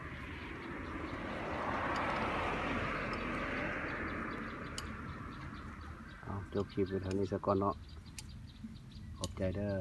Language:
Lao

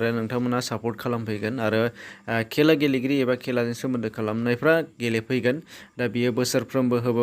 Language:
Bodo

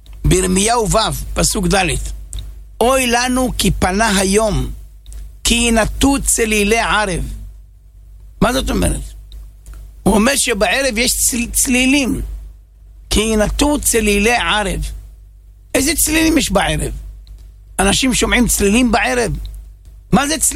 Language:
Hebrew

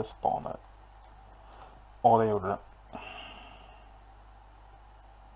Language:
Swedish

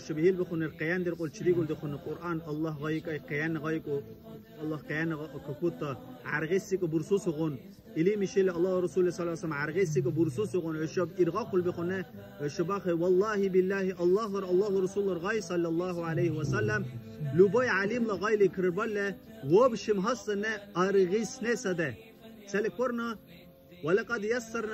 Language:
Dargwa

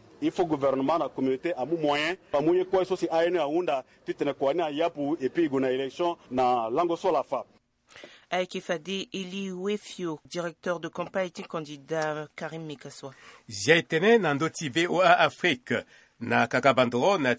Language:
Sango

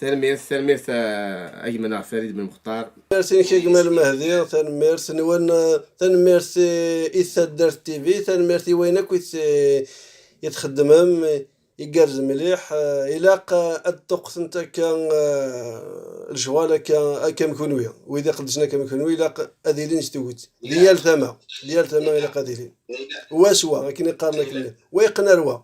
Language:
Kabyle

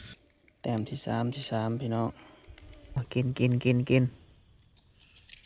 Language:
Lao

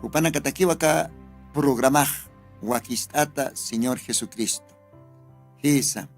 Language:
Aymara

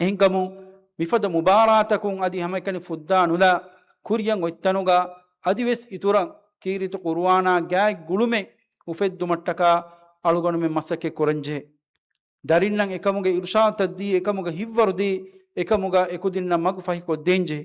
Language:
Divehi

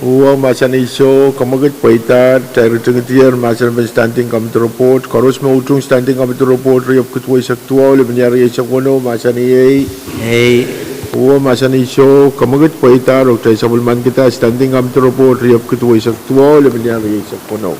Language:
Pohnpeian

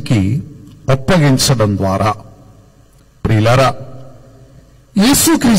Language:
Telugu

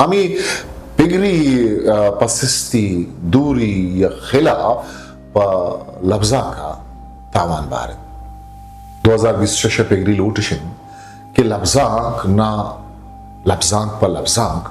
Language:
Eastern Balochi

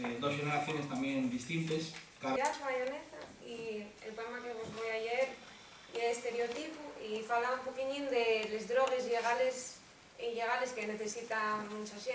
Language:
Asturian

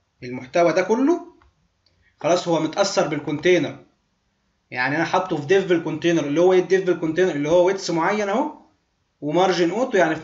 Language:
Egyptian Arabic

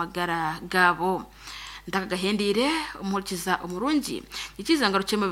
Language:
Nyankole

